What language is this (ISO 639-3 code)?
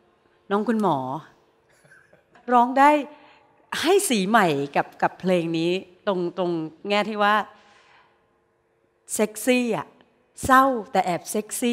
tha